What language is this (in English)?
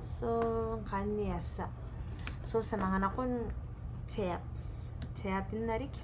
Gilbertese